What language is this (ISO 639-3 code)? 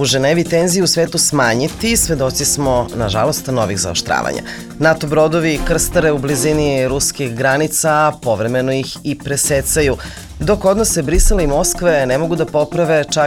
srp